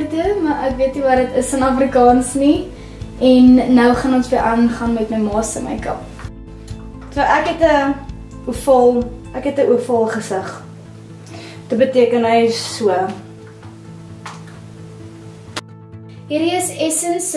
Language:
Afrikaans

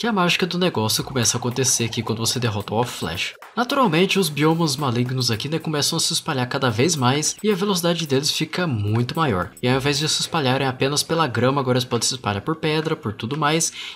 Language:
Portuguese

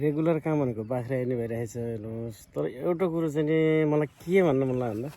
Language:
Nepali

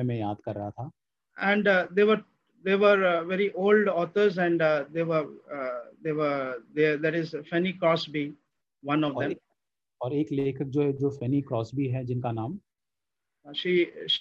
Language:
Hindi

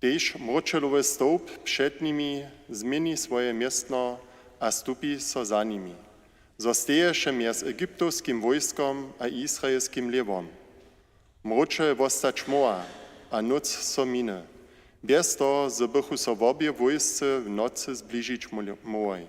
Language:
Upper Sorbian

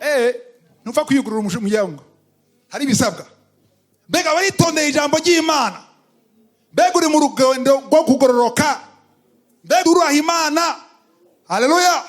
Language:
Rundi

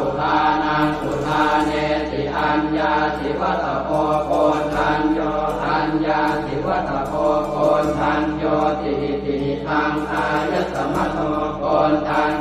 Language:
Pali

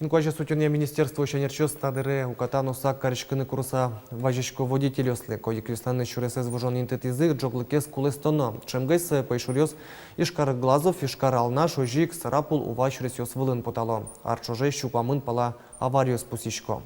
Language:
Udmurt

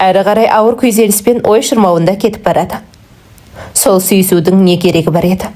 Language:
Kazakh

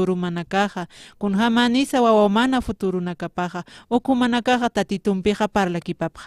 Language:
Aymara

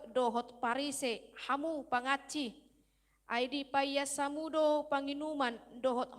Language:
Batak Toba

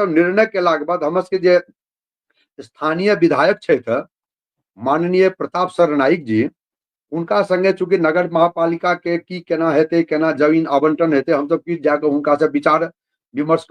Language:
Maithili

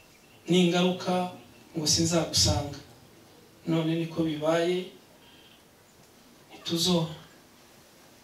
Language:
Kinyarwanda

